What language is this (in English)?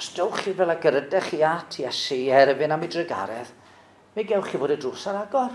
Welsh